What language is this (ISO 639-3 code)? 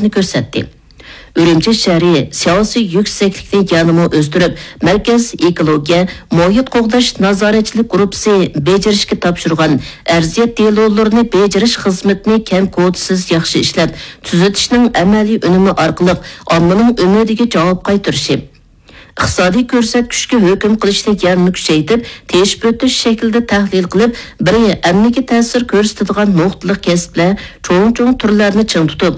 uig